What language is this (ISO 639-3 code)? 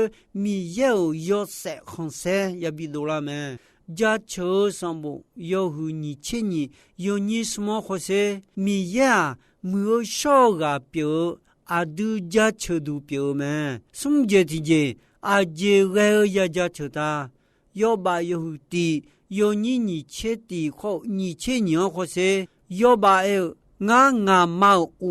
ahk